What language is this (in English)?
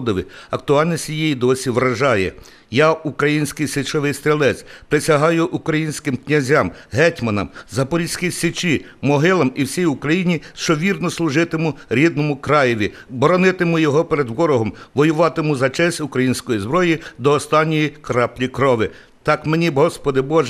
Ukrainian